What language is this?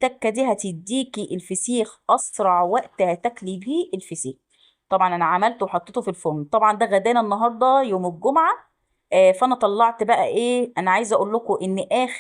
Egyptian Arabic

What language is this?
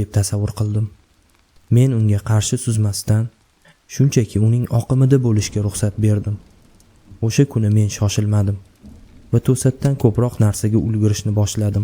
Uzbek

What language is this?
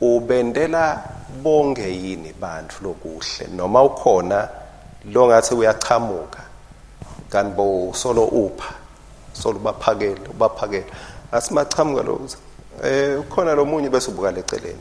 Swati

